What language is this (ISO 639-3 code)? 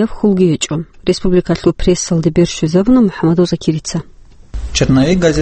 ava